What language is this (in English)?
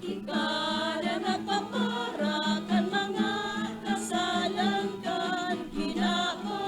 Bikol